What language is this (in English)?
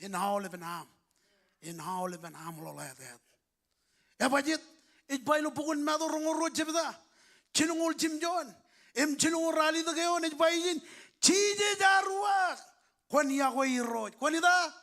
Marshallese